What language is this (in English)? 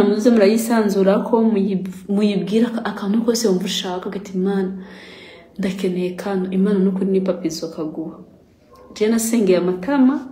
Rundi